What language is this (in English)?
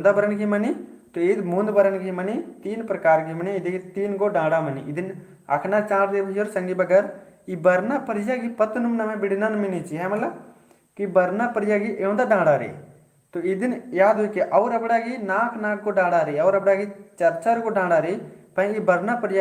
Kurukh